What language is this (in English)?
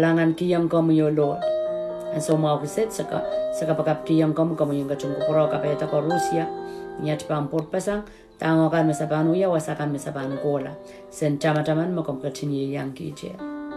Pohnpeian